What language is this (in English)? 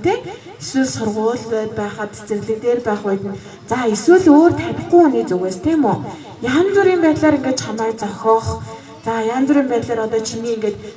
Mongolian